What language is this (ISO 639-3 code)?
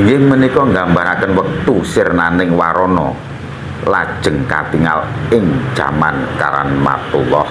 jav